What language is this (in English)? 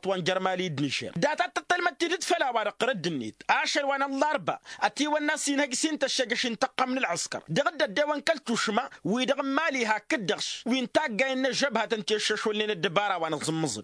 Tamasheq